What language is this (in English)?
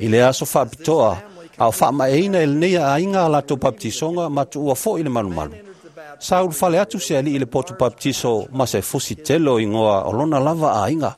Samoan